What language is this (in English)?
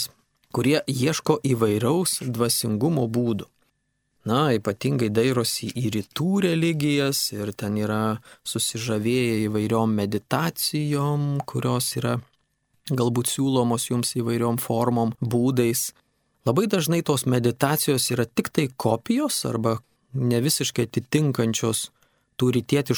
Lithuanian